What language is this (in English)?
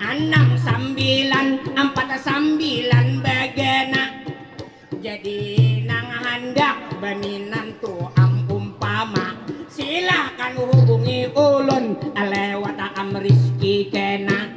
Banjar